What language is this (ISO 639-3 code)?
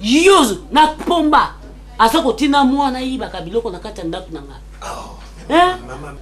lin